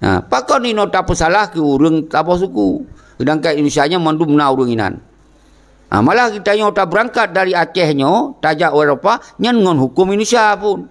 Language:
Achinese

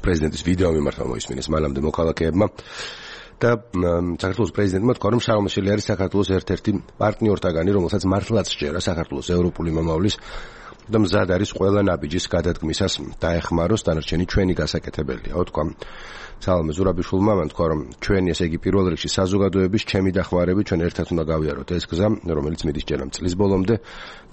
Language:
Georgian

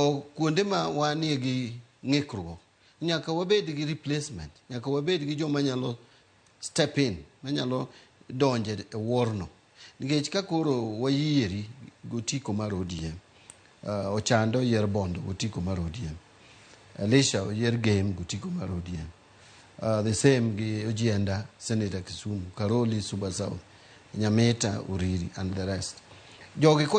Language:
Luo (Kenya and Tanzania)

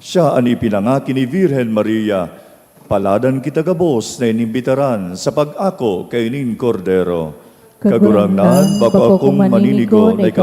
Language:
Bikol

